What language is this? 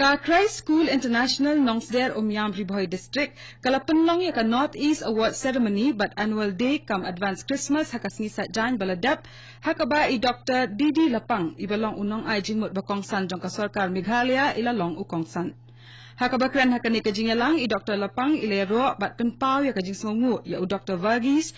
Khasi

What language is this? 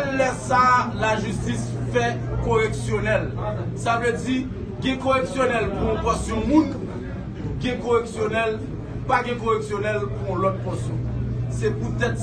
Haitian Creole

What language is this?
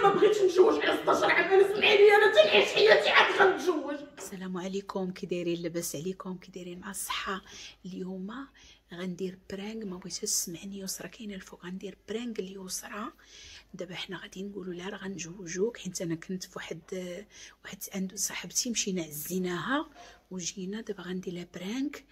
Moroccan Arabic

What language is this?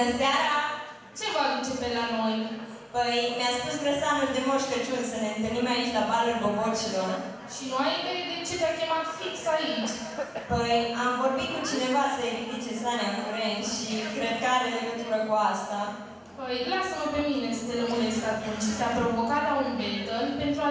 Romanian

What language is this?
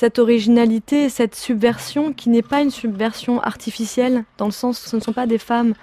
French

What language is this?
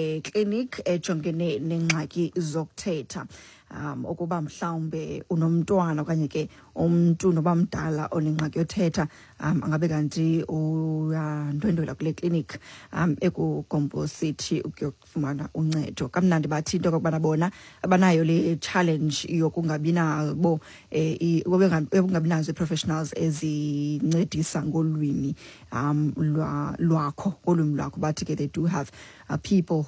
Xhosa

